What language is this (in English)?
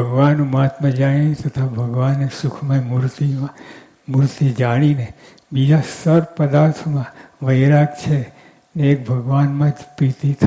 Gujarati